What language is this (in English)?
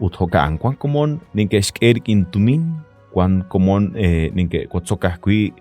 Kekchí